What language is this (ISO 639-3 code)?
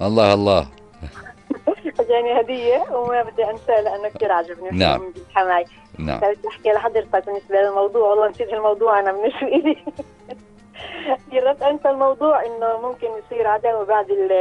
apc